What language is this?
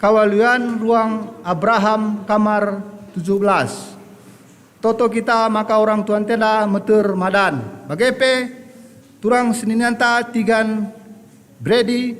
Batak Karo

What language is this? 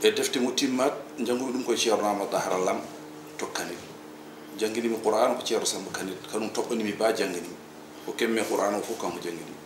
Fula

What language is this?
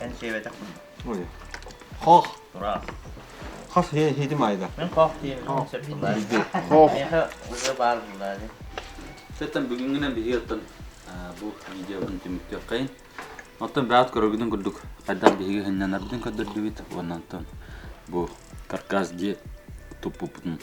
Yakut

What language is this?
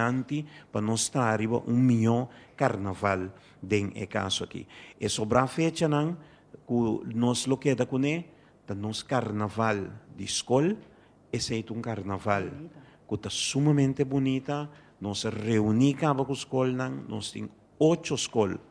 Papiamento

